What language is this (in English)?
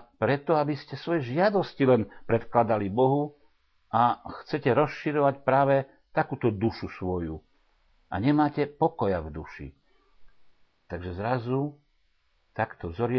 Slovak